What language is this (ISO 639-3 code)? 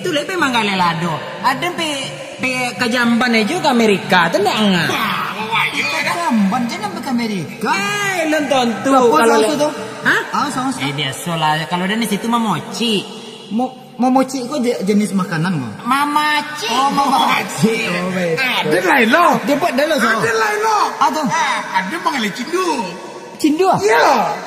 min